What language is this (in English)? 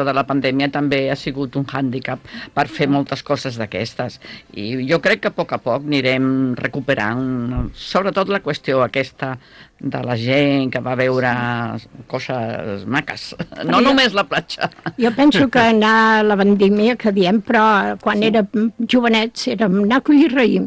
Catalan